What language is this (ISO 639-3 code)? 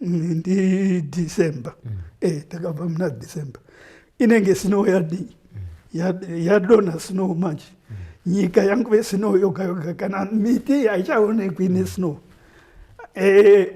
sna